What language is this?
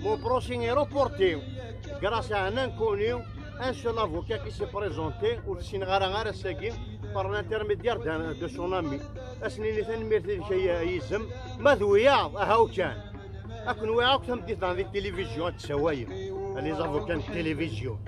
Kabyle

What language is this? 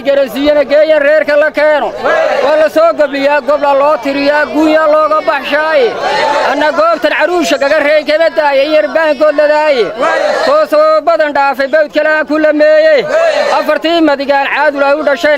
Somali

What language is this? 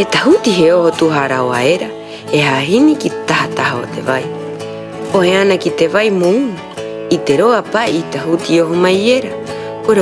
Rapanui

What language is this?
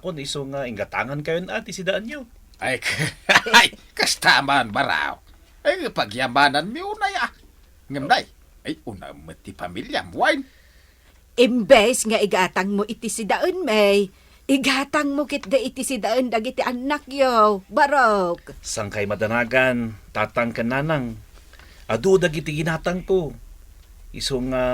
Iloko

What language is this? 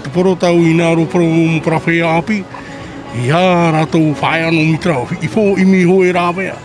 Tahitian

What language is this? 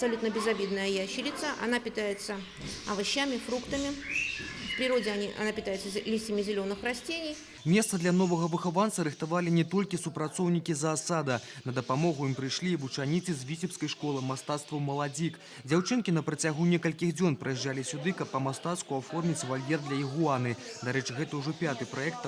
Belarusian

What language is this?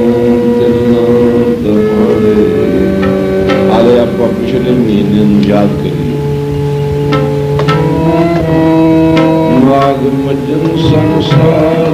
Punjabi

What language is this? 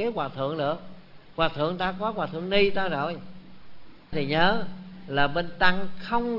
Vietnamese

